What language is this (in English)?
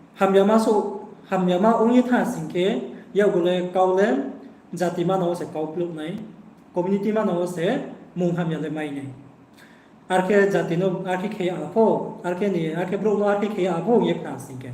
Riang (India)